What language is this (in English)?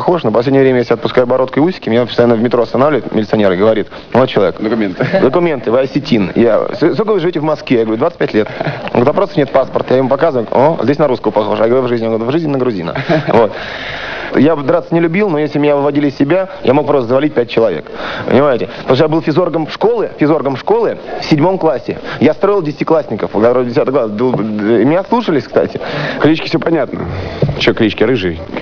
Russian